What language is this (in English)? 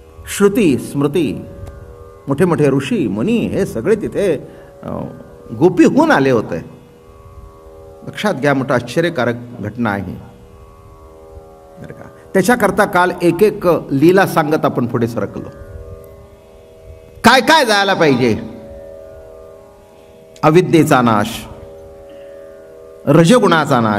Marathi